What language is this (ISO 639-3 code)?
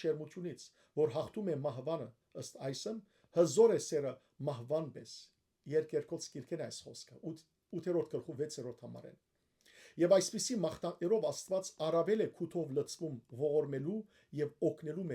hyw